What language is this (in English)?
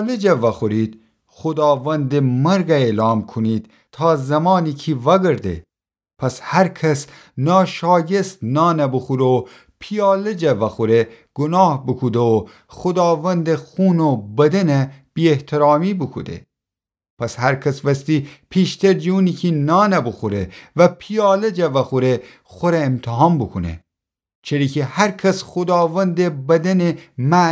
Gilaki